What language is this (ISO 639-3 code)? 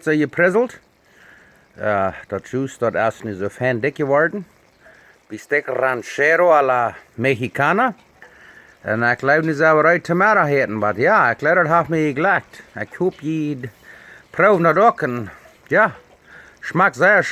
pdt